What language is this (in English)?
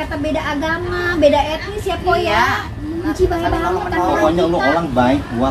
Betawi